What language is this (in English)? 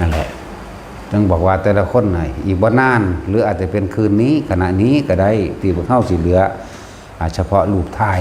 Northeastern Thai